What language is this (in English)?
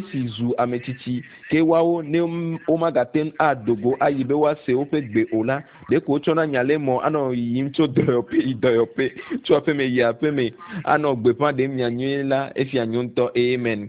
Ewe